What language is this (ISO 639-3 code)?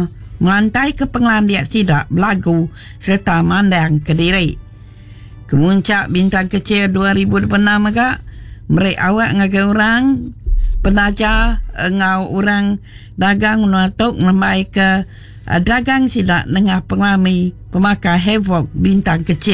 iba